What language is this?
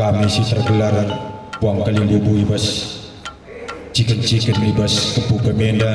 Batak Karo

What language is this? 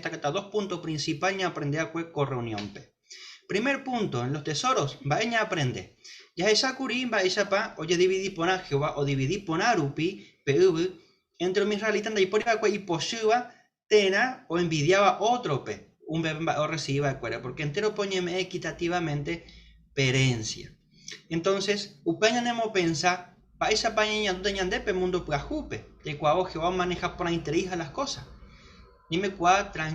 Guarani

